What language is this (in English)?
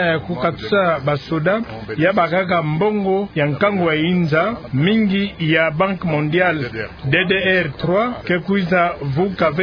Kituba (Democratic Republic of Congo)